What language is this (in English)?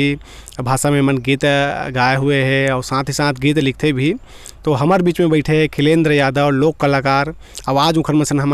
Chhattisgarhi